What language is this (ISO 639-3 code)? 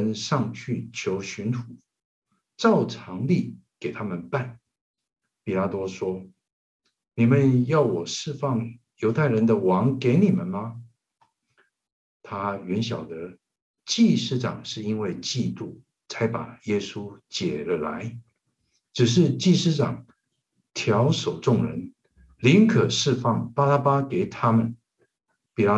zho